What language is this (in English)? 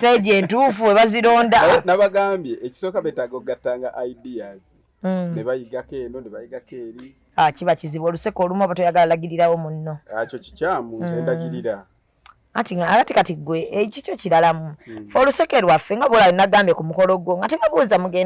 Ganda